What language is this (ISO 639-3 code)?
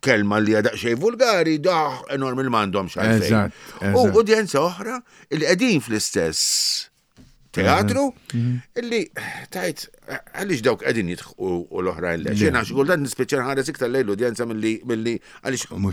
mlt